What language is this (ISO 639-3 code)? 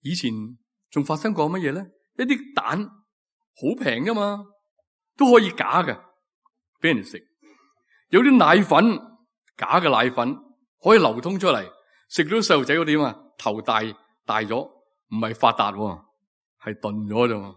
yue